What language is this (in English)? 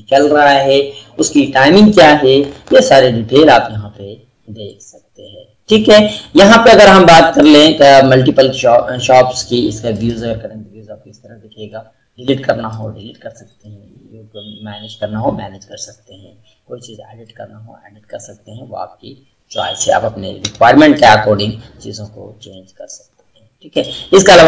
Hindi